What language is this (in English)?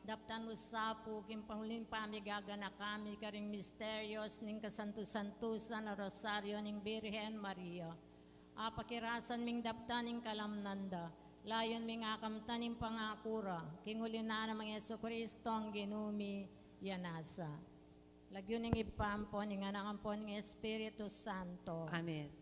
Pampanga